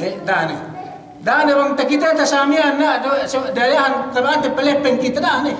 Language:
Yakan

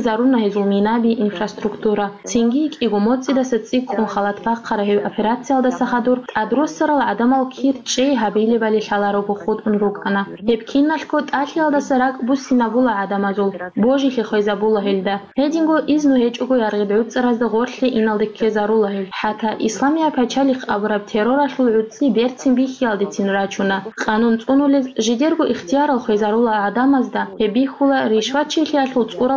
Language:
Avaric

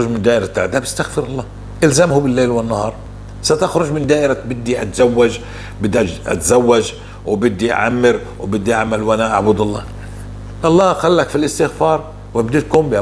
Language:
North Levantine Arabic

